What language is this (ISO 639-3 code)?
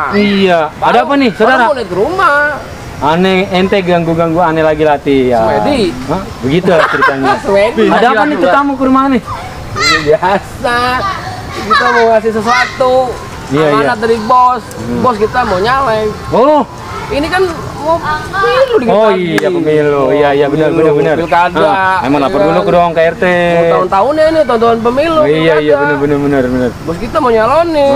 bew